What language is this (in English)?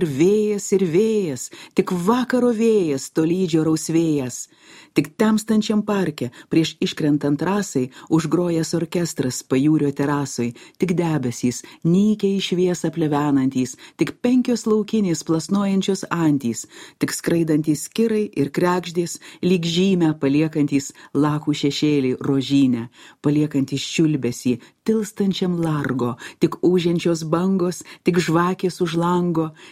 Lithuanian